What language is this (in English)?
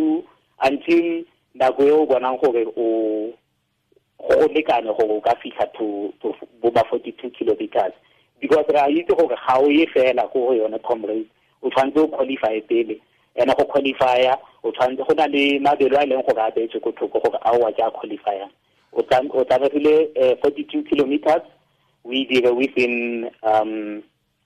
Tswana